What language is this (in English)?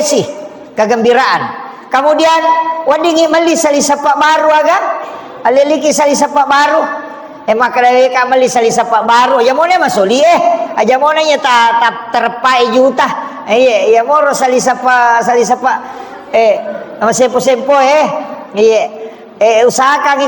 Buginese